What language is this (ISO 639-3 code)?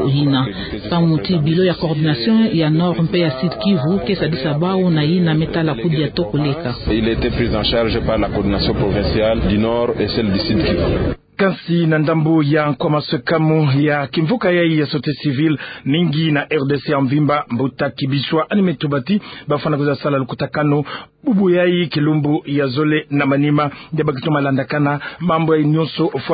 ktu